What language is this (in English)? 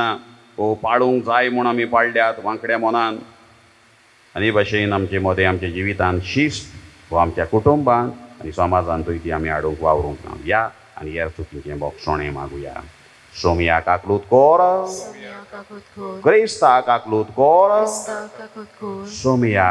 Konkani